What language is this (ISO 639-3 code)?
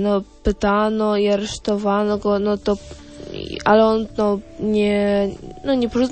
pol